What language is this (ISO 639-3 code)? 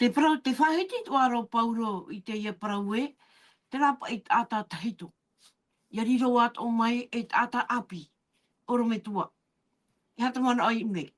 tah